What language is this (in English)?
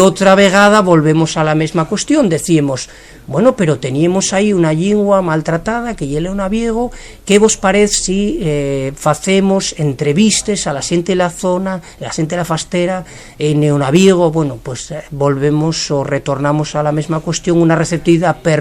Asturian